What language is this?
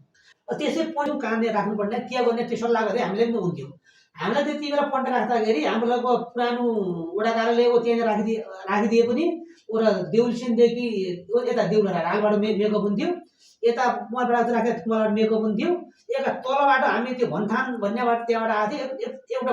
Nepali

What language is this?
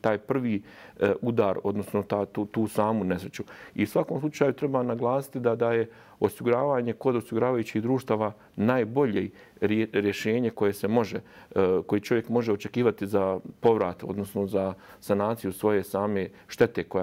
Serbian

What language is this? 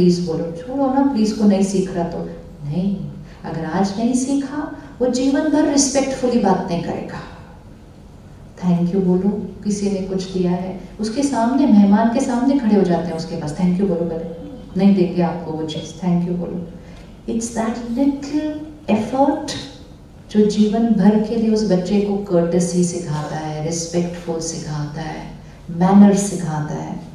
Hindi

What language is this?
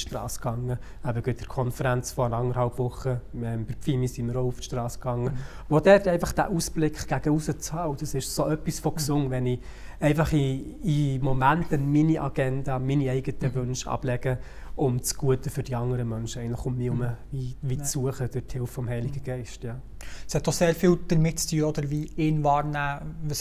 Swiss German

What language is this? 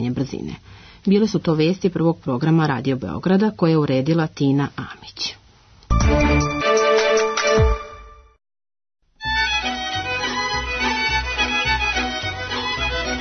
Serbian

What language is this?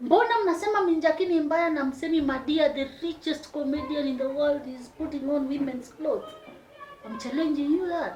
Luo (Kenya and Tanzania)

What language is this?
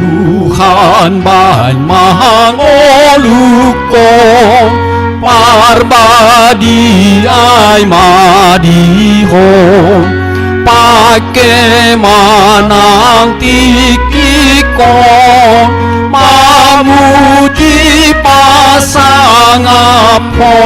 Batak Toba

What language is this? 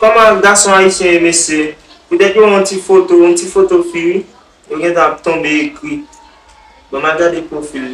Haitian Creole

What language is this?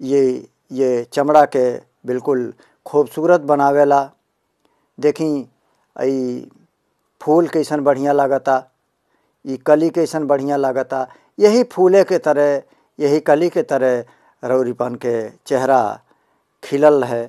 Bhojpuri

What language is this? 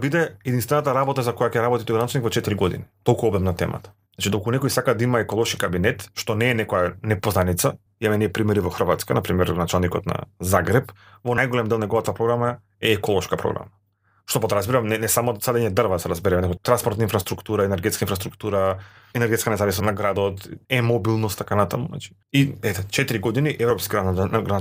Macedonian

